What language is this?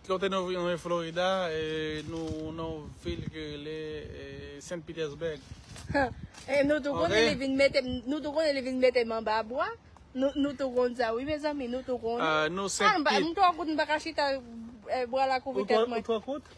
Haitian Creole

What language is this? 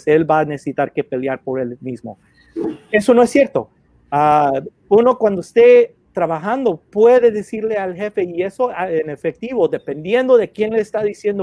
Spanish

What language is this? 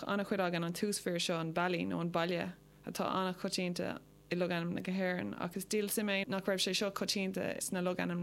Irish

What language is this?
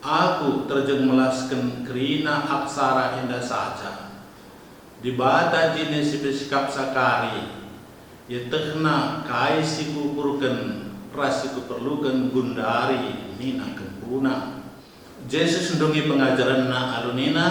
Batak Karo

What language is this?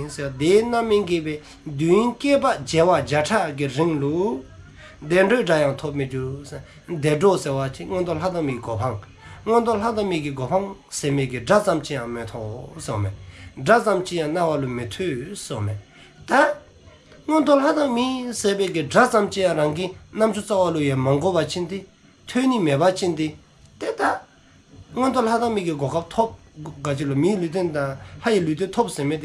Dzongkha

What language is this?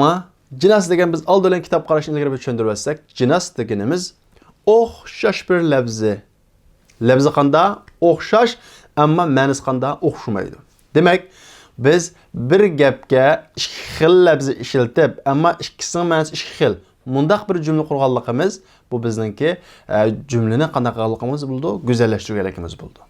Uyghur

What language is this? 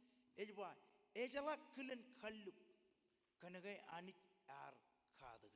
Marshallese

